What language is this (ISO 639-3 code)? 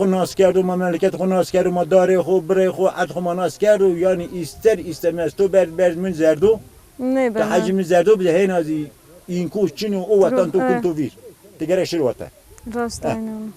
zza